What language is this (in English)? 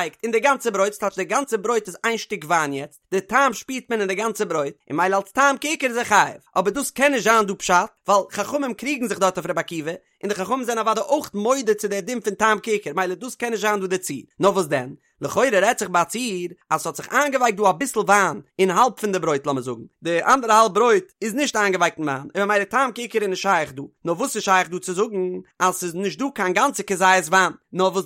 Yiddish